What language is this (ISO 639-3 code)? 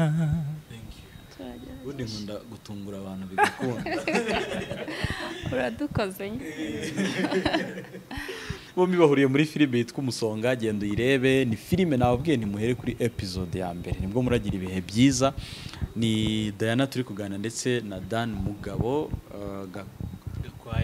kin